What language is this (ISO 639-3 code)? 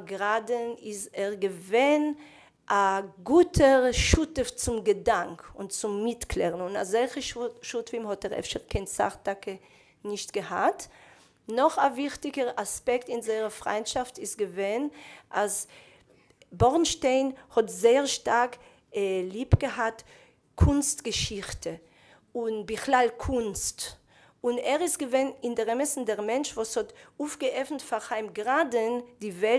yid